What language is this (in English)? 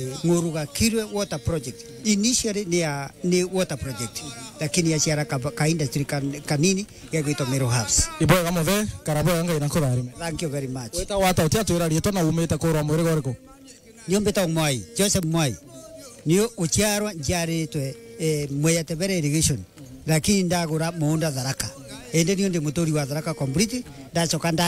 Meru